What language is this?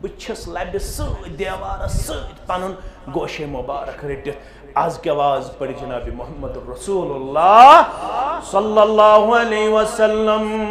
Kashmiri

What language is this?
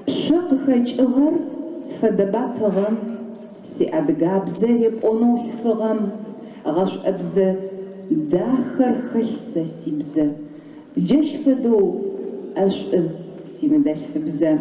Adyghe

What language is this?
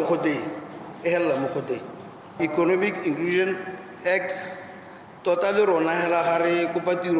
Tswana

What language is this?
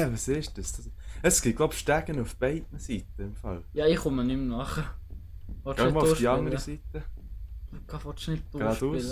Swiss German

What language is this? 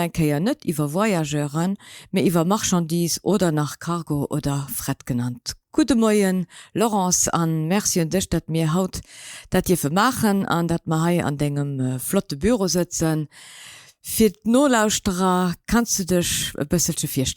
Luxembourgish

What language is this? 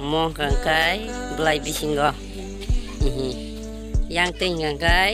Kok Borok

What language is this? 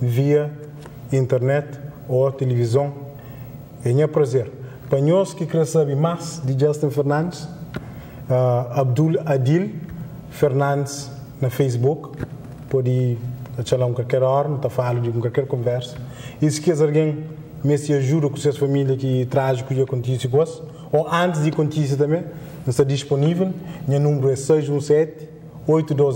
Kabuverdianu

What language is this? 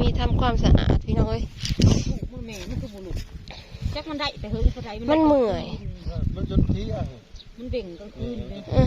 Northeastern Thai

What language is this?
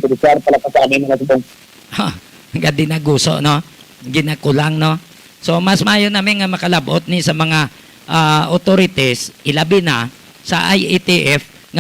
Hiligaynon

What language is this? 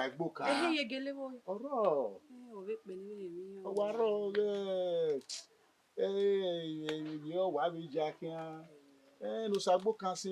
Bini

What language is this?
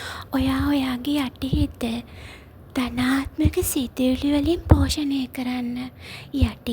Sinhala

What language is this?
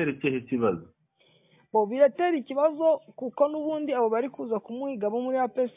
Kinyarwanda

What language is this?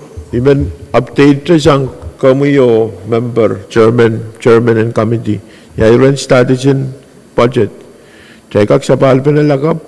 Pohnpeian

